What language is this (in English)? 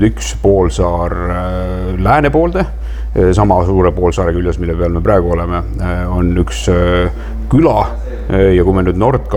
Estonian